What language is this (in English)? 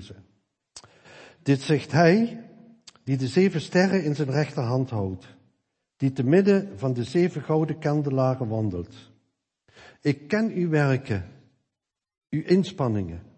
Dutch